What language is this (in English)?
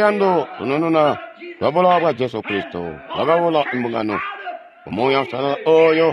Tonga (Zambia)